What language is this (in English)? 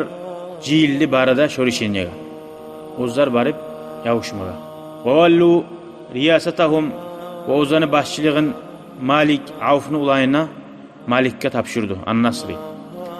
Kumyk